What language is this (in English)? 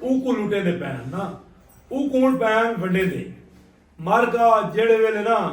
Saraiki